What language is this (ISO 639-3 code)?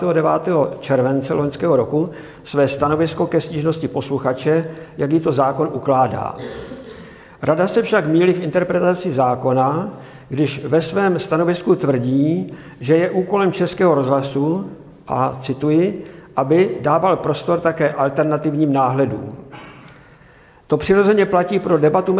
ces